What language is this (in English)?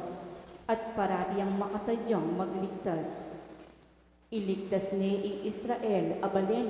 Pampanga